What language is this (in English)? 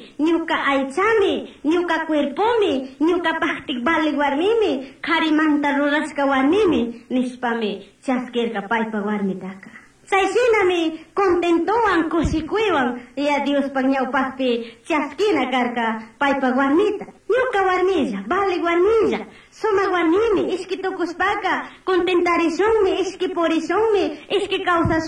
Chimborazo Highland Quichua